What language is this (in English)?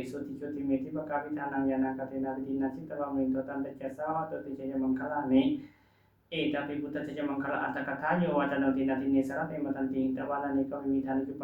Pali